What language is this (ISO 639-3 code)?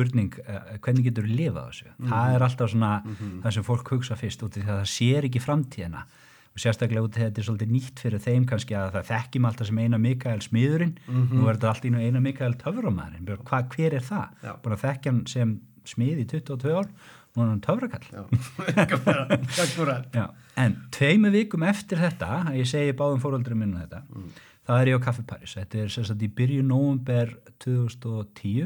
isl